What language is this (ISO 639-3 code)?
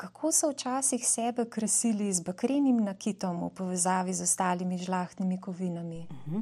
slv